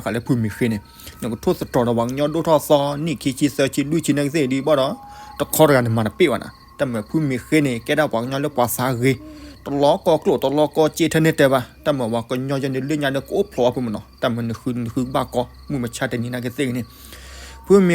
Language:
S'gaw Karen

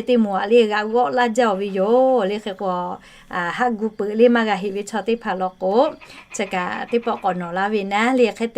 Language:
Lahu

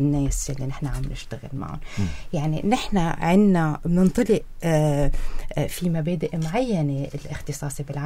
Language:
North Levantine Arabic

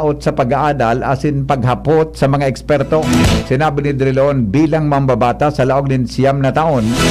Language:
Bikol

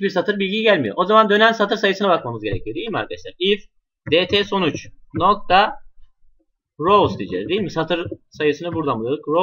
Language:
Turkish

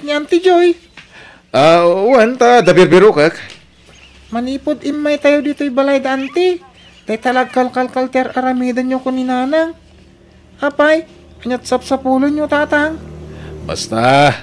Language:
Iloko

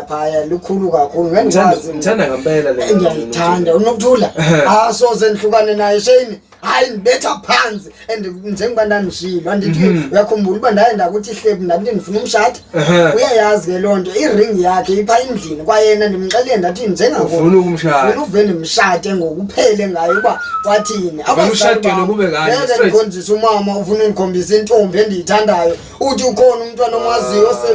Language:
Zulu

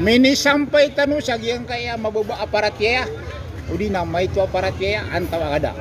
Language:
Maranao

